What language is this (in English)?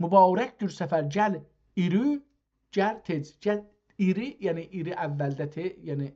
South Azerbaijani